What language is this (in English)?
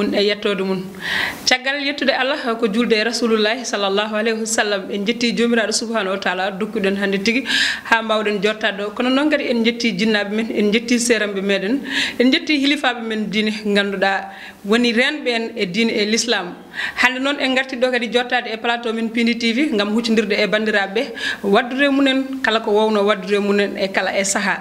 Fula